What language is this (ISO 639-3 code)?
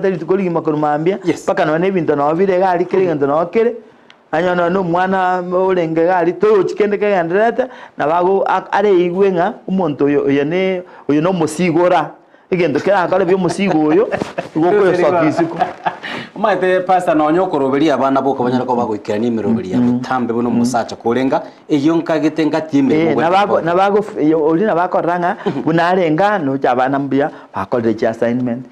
guz